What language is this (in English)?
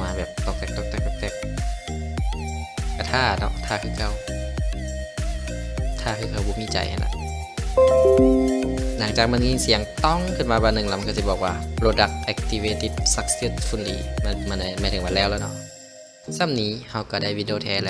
Lao